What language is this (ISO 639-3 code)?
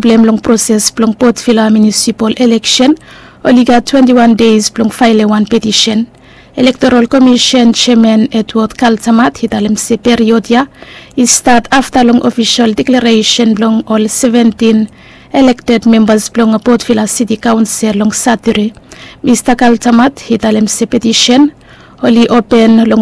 bis